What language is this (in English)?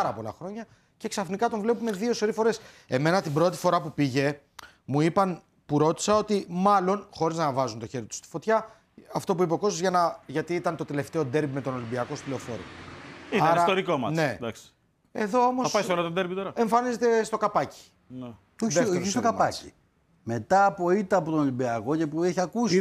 Greek